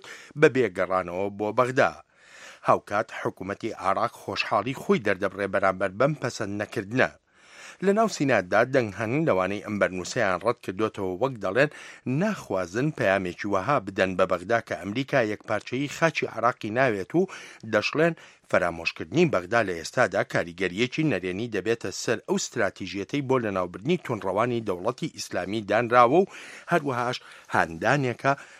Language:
Central Kurdish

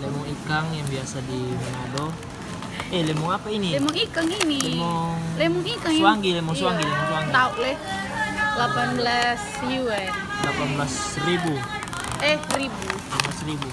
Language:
Manado Malay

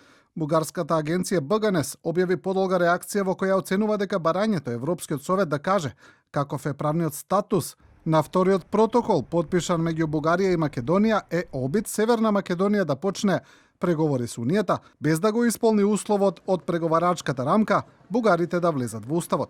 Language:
Macedonian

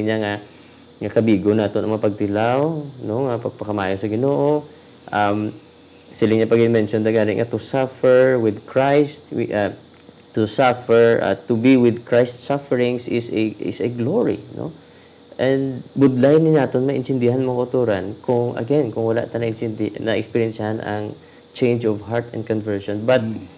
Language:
Hiligaynon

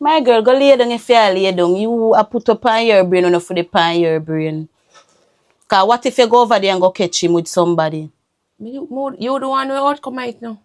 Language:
Jamaican Creole English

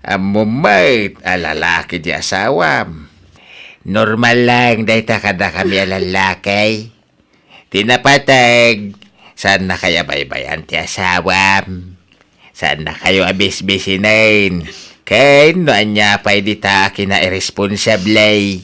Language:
Iloko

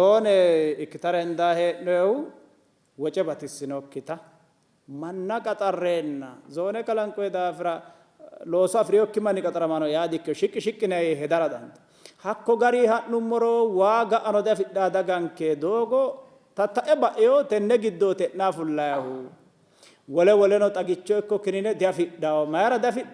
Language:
Sidamo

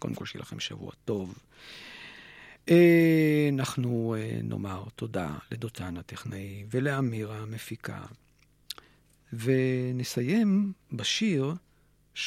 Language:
Hebrew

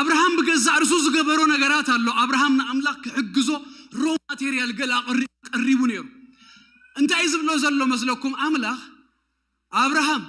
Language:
Tigrinya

